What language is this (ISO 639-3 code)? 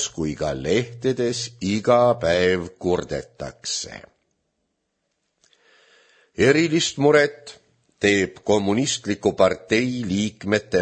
est